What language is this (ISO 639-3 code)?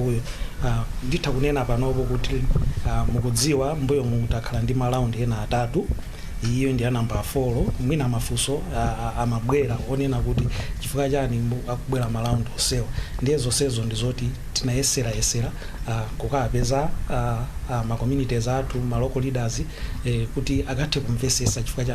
nya